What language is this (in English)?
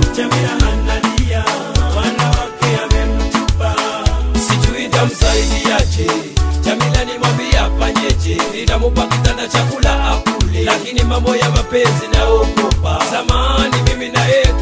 Swahili